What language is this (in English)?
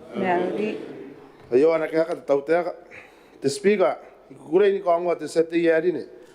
Gilbertese